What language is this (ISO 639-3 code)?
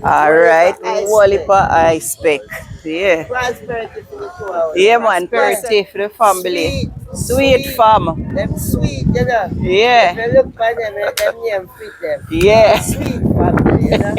jam